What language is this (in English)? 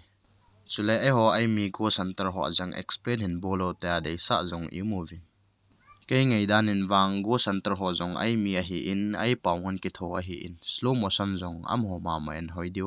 Thado Chin